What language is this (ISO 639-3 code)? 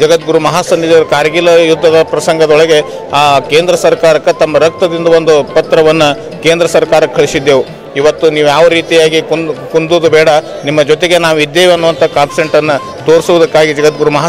kan